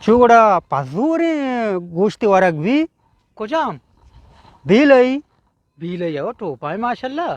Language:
Eastern Balochi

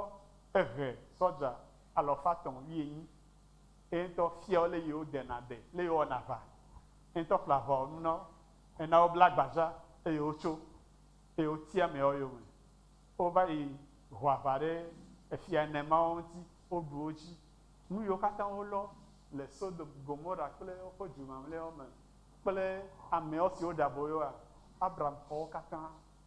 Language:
Ewe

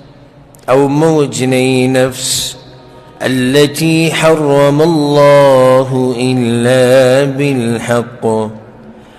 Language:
Pashto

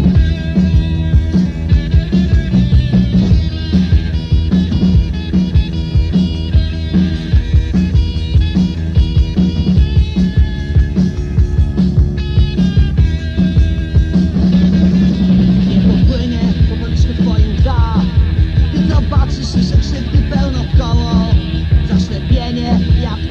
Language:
Polish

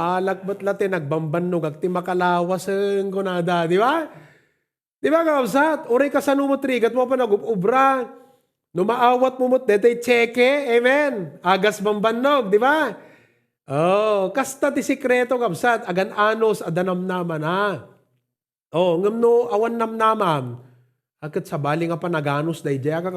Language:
Iloko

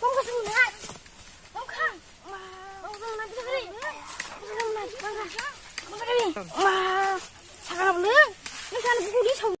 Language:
Kok Borok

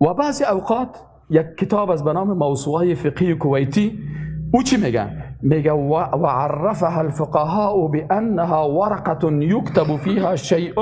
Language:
Persian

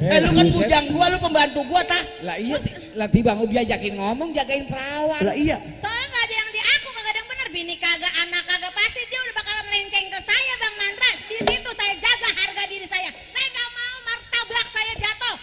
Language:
Betawi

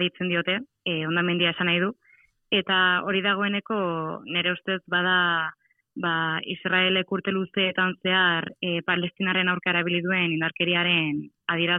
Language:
Basque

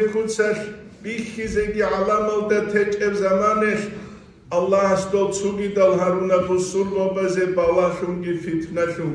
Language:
Avaric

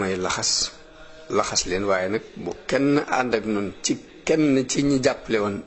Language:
Wolof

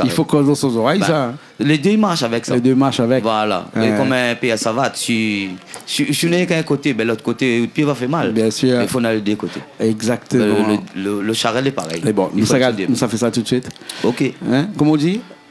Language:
Réunion Creole French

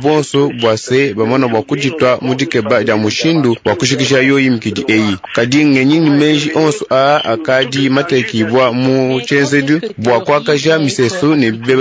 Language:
Luba-Lulua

